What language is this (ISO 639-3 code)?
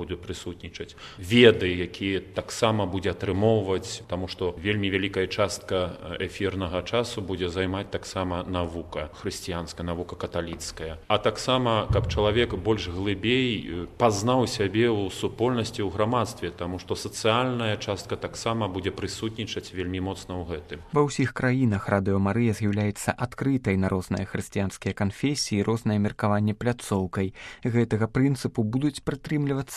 bel